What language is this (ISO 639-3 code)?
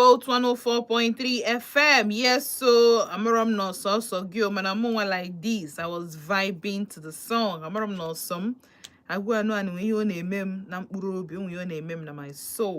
ibo